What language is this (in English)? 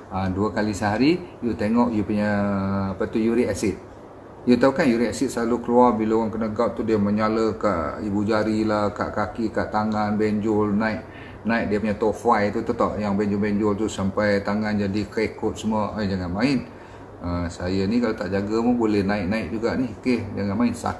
Malay